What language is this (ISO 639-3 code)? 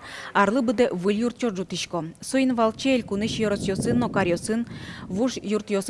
udm